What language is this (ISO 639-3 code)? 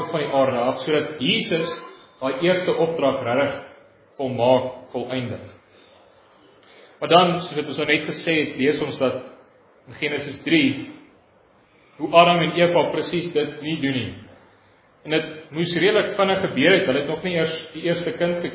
afr